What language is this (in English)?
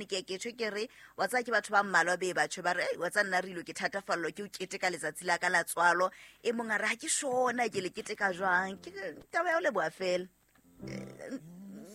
Southern Sotho